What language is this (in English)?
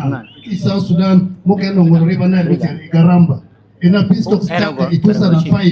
Acoli